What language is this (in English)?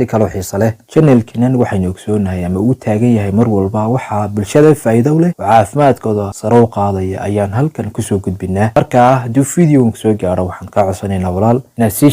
Somali